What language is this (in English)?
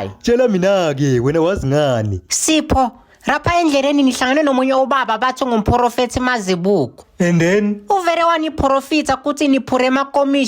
Zulu